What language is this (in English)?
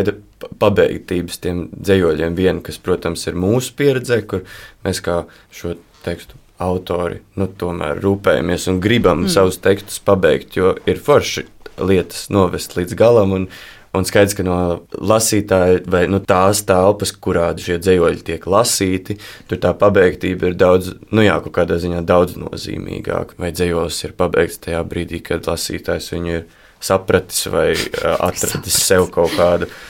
Latvian